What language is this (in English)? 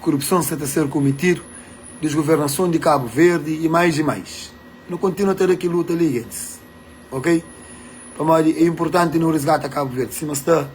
Kabuverdianu